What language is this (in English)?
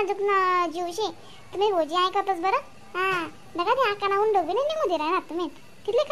Khandesi